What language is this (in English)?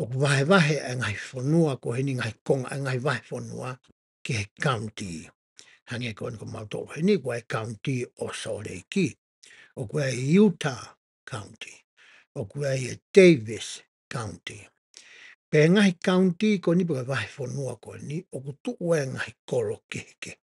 Tongan